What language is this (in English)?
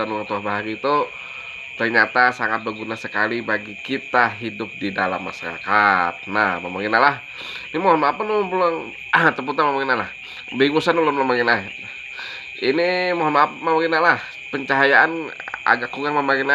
Banjar